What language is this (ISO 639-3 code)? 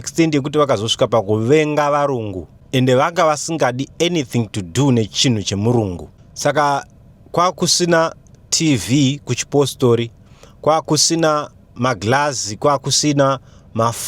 sna